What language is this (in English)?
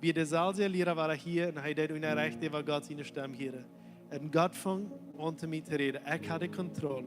Plautdietsch